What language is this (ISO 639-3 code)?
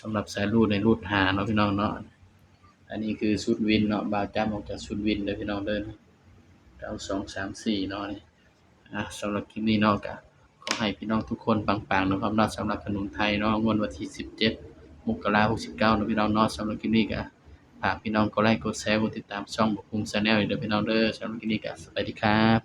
tts